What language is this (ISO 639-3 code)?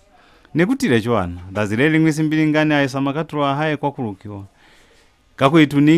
loz